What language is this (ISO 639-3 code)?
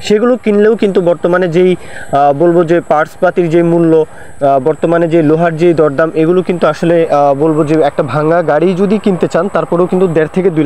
ben